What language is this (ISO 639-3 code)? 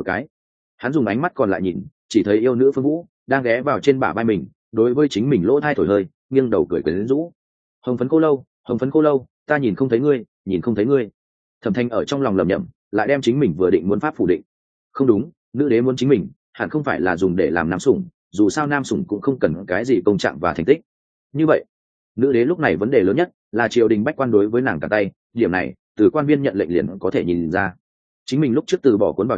vie